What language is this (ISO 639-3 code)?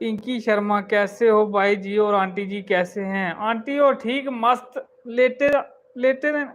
doi